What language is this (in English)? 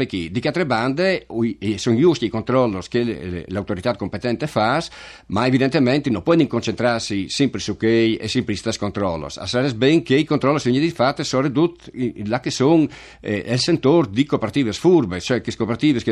Friulian